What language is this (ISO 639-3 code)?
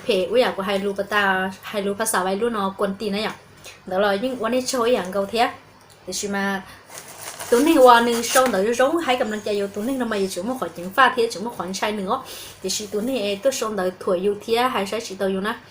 hmn